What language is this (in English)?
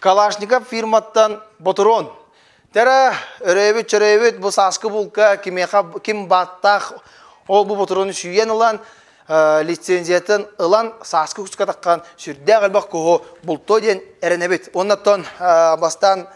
Yakut